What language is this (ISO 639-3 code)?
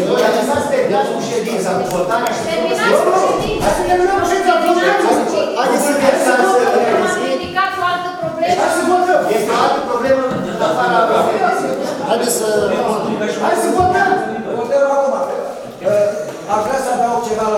ron